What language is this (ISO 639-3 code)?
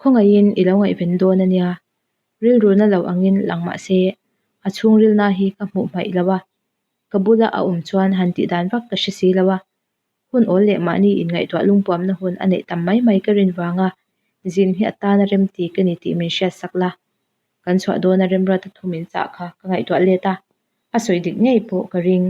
lus